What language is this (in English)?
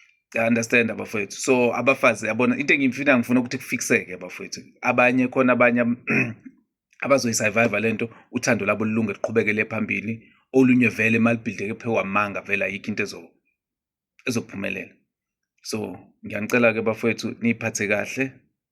Zulu